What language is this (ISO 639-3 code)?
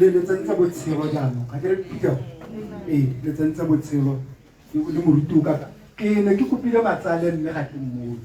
tsn